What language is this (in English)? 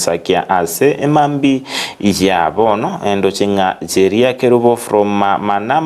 Gusii